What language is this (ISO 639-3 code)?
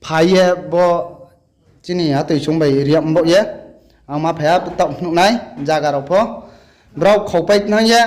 ria